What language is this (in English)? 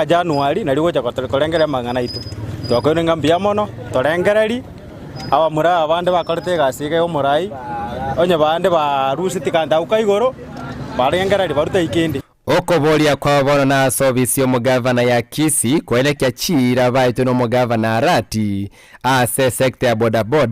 Gusii